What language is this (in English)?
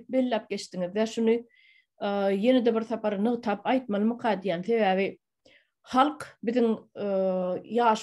Turkmen